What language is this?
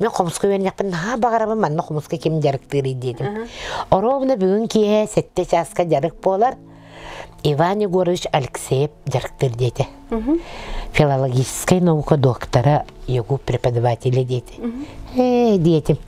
Yakut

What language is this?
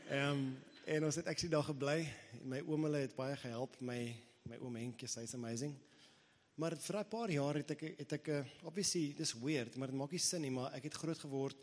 Afrikaans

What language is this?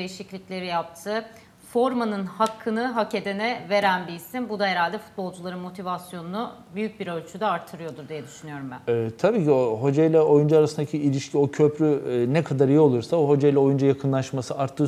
Turkish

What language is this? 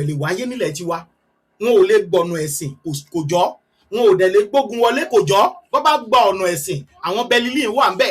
Yoruba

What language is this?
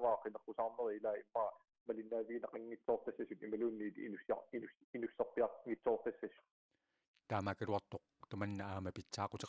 Kalaallisut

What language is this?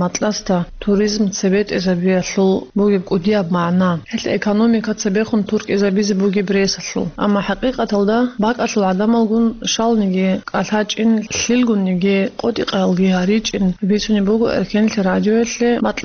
Avaric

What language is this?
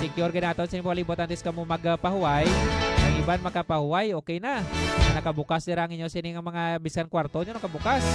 Hiligaynon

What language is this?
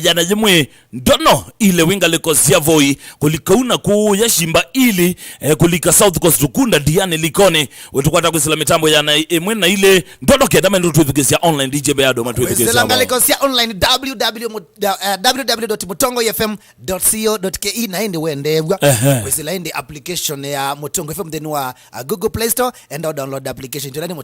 Kamba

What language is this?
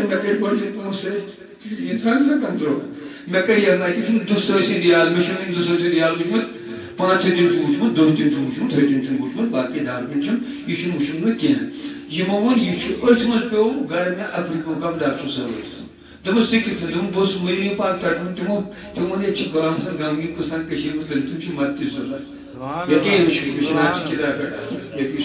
Kashmiri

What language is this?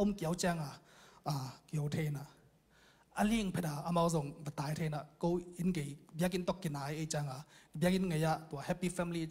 Tedim Chin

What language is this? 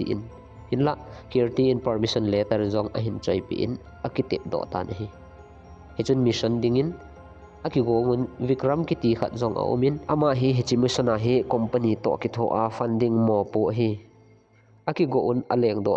Thado Chin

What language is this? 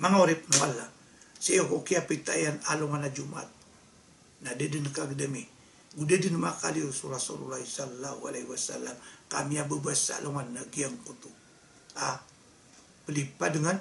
Maranao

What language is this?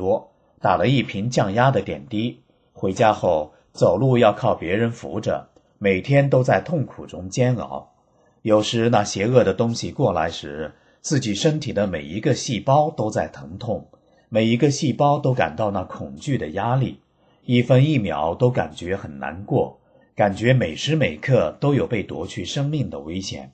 Chinese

